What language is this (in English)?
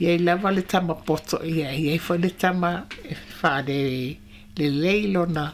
Samoan